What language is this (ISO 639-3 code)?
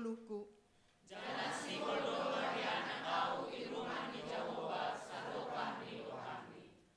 bts